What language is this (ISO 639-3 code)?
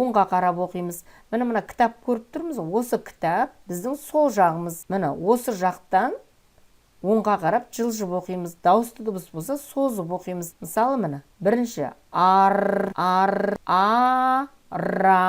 kaz